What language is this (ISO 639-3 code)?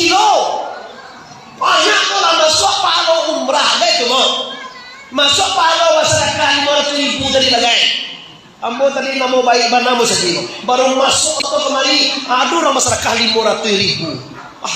min